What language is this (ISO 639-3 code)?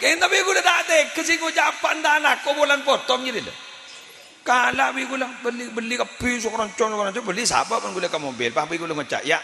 mad